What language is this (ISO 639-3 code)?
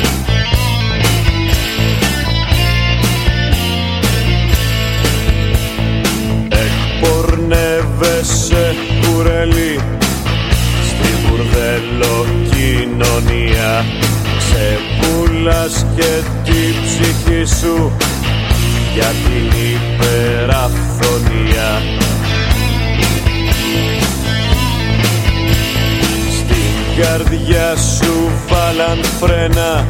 ell